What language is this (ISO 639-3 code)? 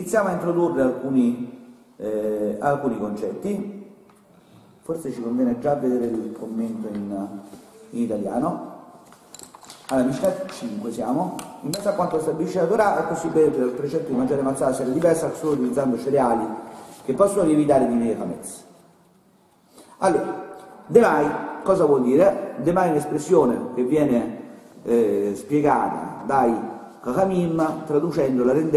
ita